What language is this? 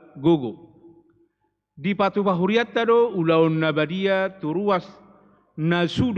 Batak Toba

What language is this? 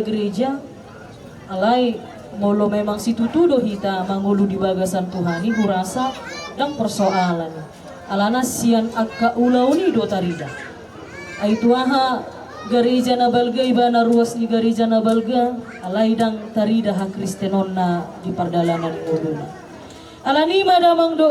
Batak Toba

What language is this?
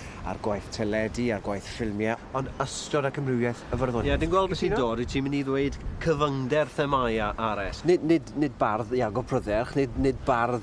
Welsh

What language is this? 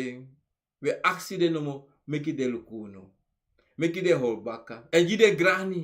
Sranan Tongo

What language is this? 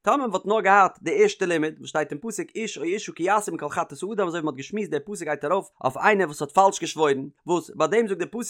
Yiddish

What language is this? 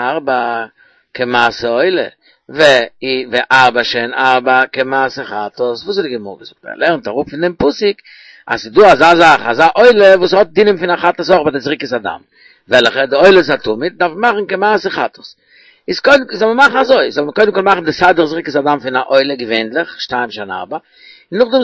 Yiddish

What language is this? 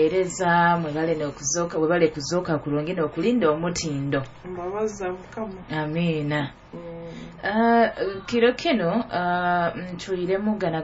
Nyoro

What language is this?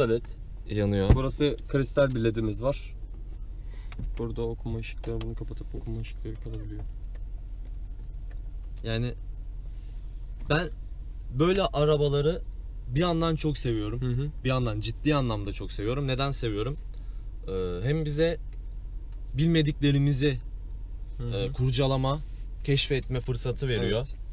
Turkish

